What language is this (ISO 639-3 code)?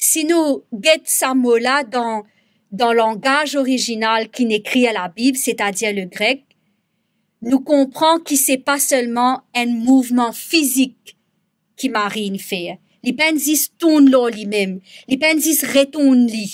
mfe